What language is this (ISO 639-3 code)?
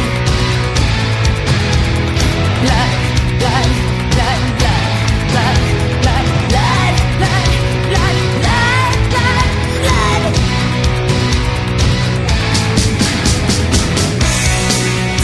srp